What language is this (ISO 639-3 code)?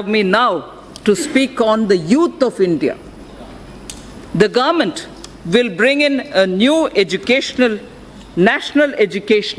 eng